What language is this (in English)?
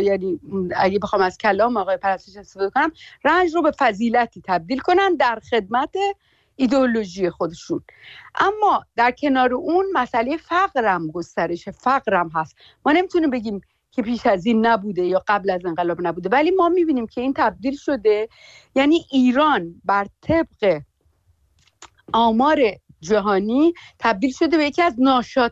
Persian